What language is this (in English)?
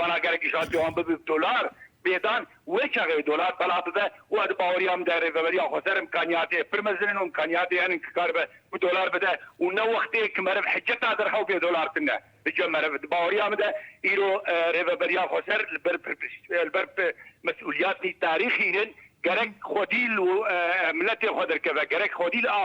Kurdish